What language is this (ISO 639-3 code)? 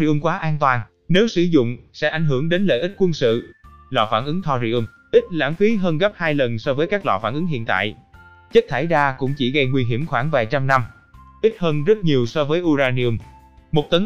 vie